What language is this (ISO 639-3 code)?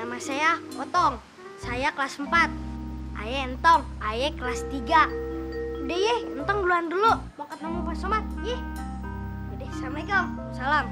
bew